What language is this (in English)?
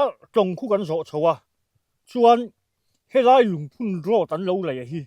Mizo